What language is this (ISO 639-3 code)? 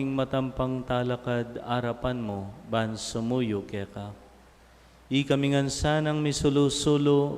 pam